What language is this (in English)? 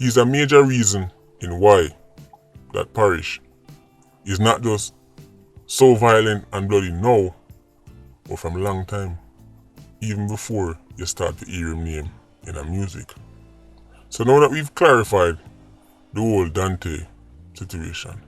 Jamaican Creole English